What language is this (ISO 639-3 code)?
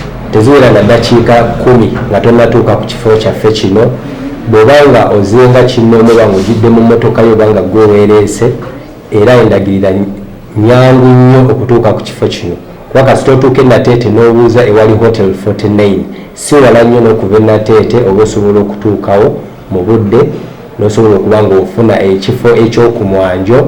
lug